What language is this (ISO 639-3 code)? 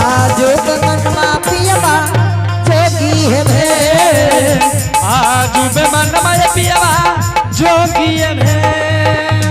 anp